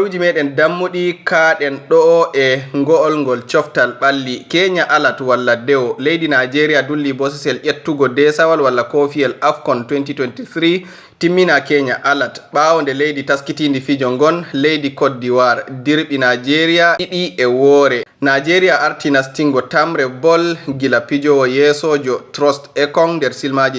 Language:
Fula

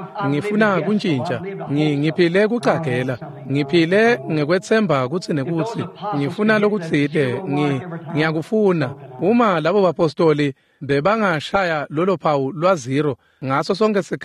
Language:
Swati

